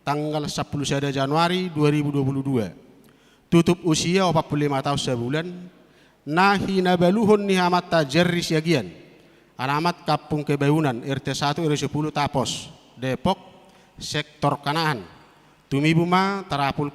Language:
Batak Toba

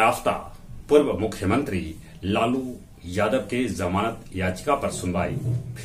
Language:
Magahi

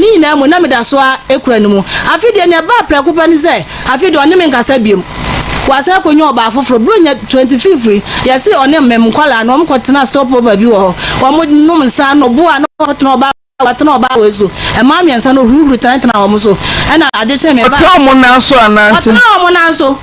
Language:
Akan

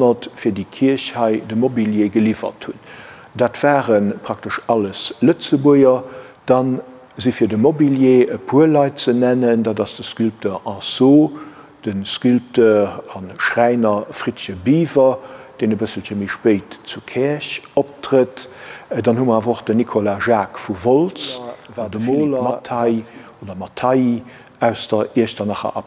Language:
Luxembourgish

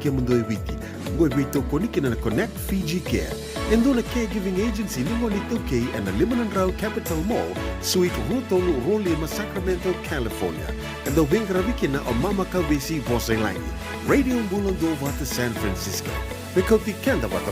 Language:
Fijian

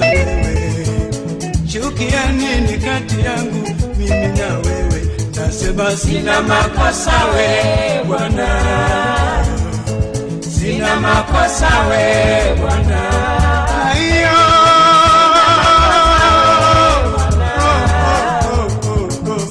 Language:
Swahili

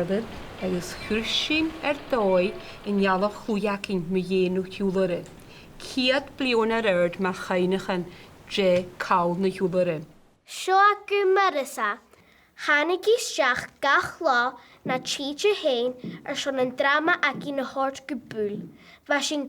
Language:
Scottish Gaelic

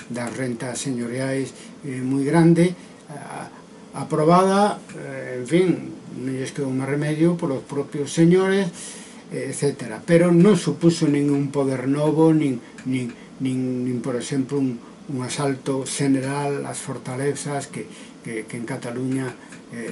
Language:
Galician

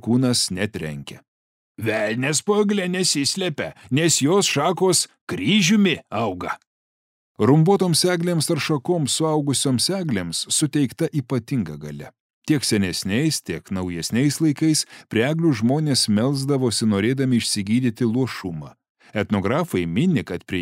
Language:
Lithuanian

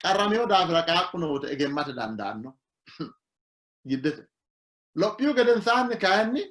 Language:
Sidamo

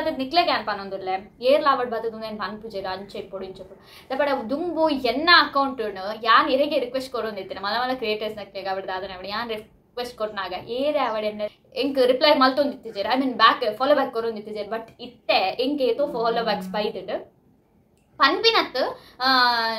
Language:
Tulu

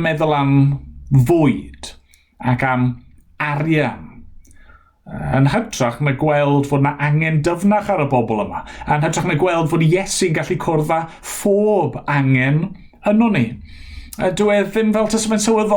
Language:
Welsh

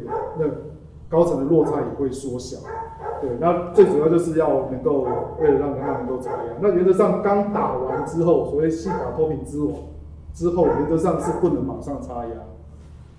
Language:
Chinese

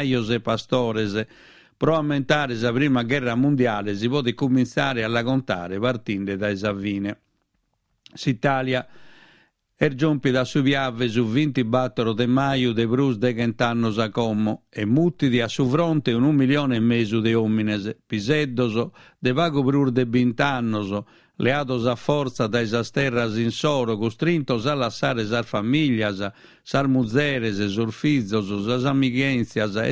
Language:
Sardinian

